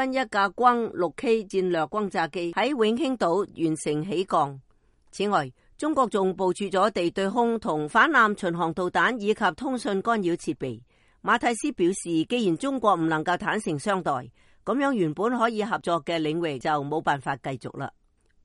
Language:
Cantonese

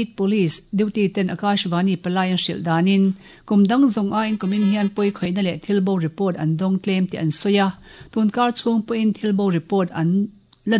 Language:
Mizo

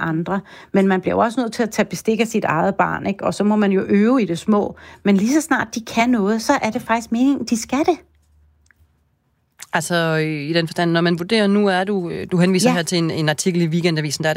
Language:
Danish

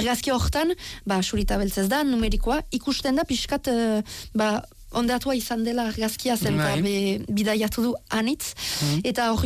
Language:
Basque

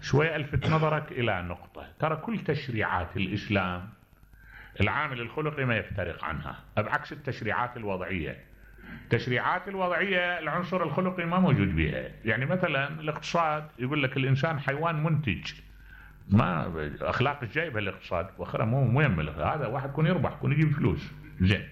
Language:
Mesopotamian Arabic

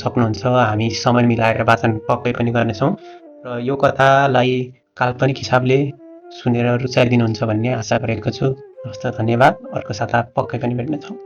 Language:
Nepali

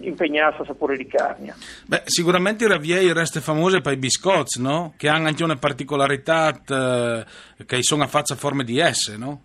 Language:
Friulian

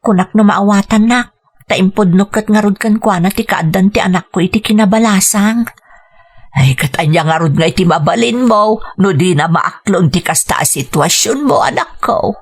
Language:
Iloko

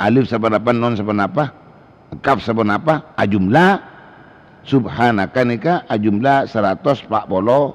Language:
Madurese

